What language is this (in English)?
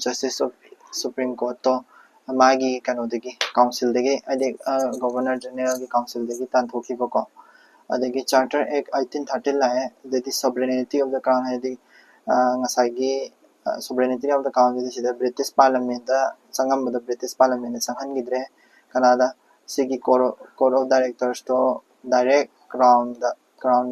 Manipuri